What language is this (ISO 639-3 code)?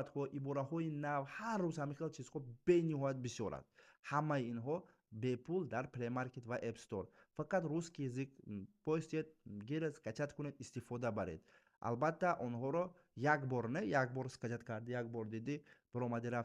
tgk